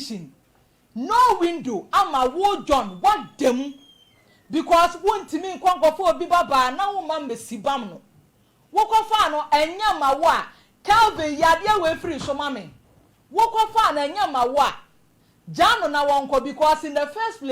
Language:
Akan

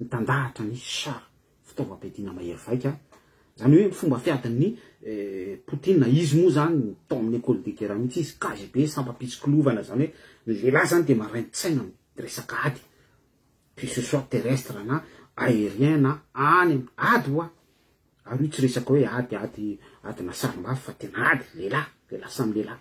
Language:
Malagasy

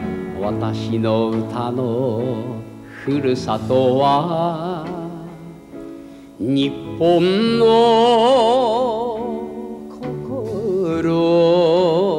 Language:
Japanese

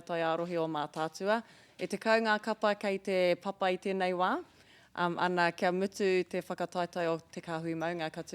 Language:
Māori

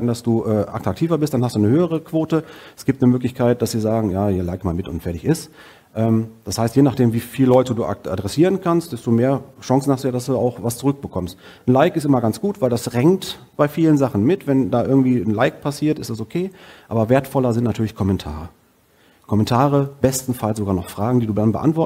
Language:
German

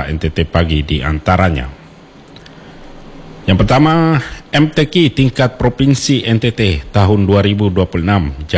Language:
Indonesian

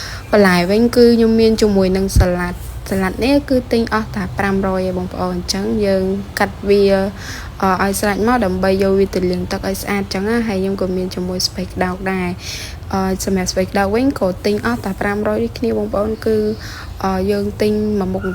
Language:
Khmer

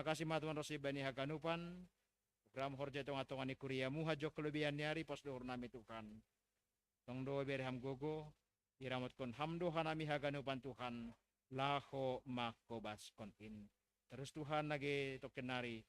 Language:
Batak Simalungun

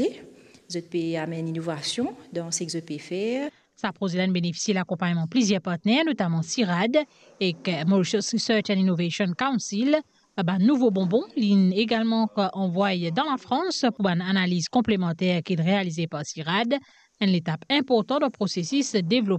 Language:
Morisyen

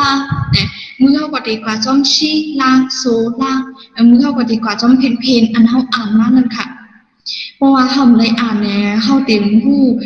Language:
Shan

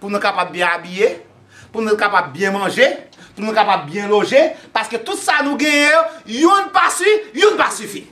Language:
Haitian Creole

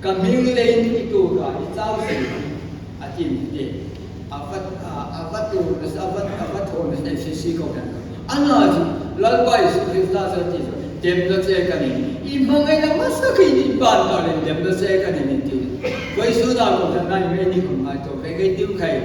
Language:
Hmar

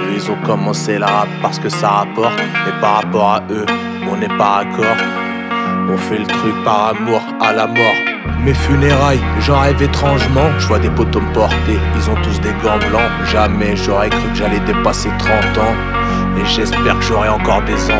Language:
French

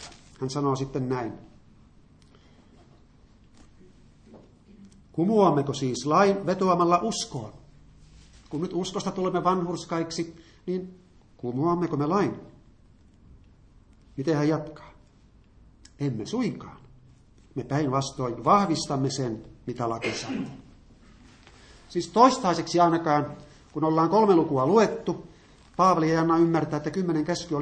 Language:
Finnish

